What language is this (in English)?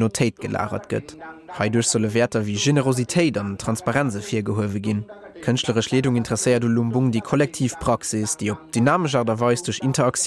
Luxembourgish